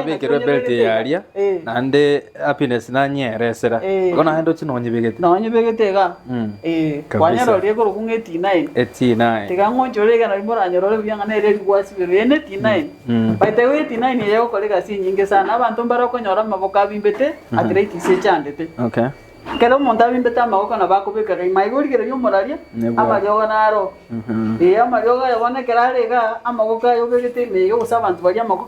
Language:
Gusii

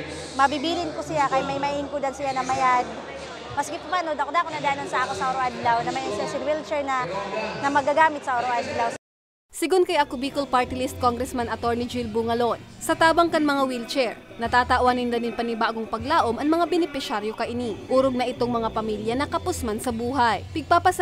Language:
Bikol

